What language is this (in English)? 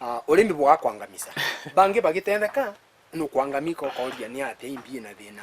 Meru